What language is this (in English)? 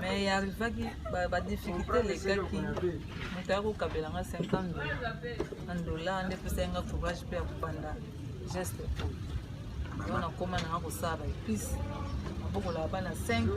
Lingala